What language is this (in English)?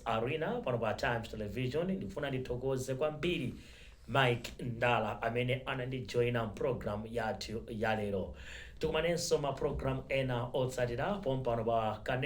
Nyanja